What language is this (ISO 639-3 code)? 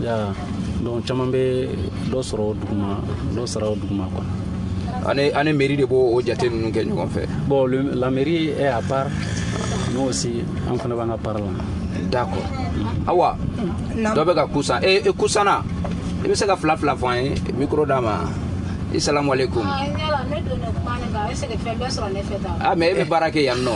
bam